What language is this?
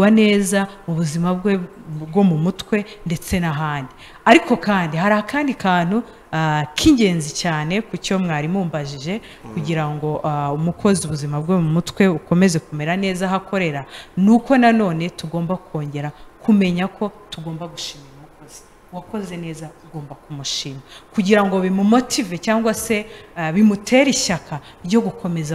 Kinyarwanda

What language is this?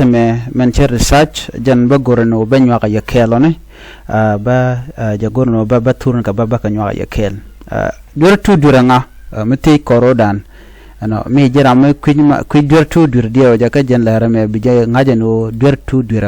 Nuer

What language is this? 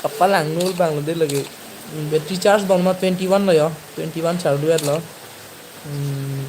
Karbi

